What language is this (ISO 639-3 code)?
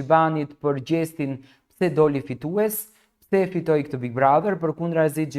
sqi